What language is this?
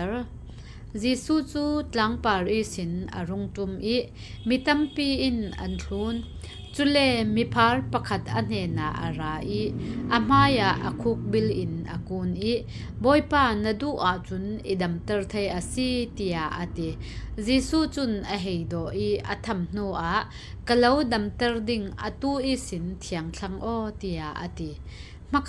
Falam Chin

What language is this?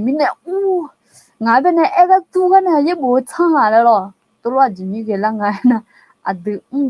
Akha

